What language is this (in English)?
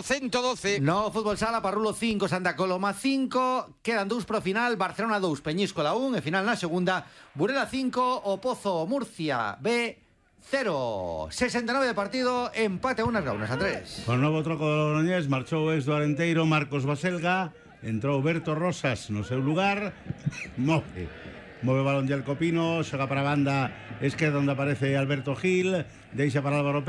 Galician